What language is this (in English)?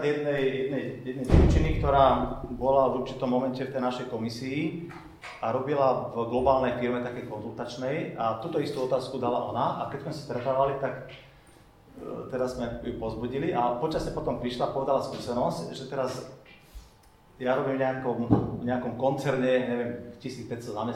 Slovak